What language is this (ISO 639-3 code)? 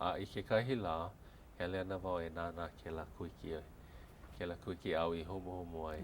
haw